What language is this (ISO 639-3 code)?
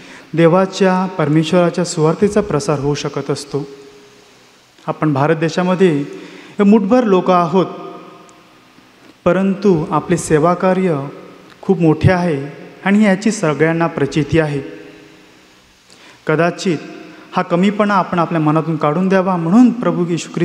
mar